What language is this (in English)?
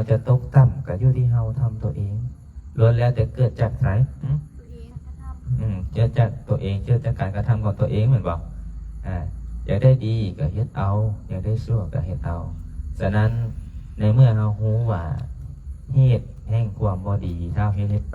Lao